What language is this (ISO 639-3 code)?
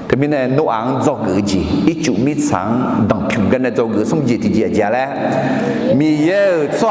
ahk